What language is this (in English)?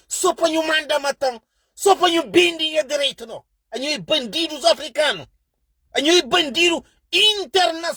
Kabuverdianu